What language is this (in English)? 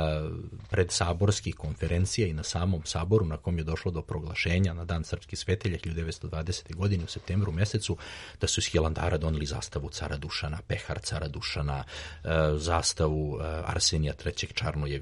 Serbian